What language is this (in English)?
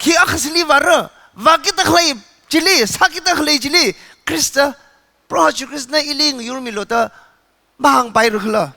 Tangkhul Naga (India)